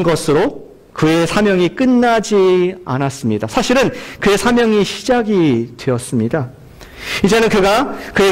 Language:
Korean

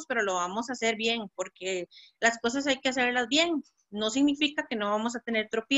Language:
Spanish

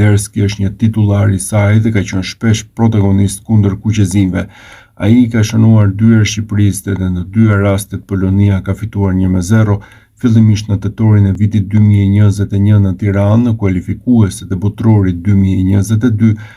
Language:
Albanian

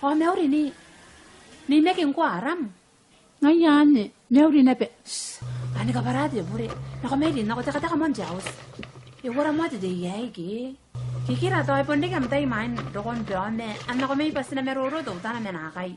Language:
Gilbertese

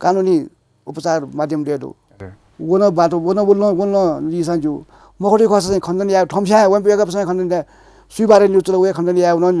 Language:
Newari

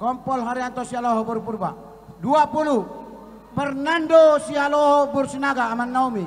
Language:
Batak Toba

